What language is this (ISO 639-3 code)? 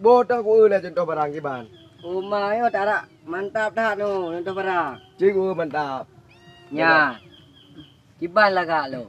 ace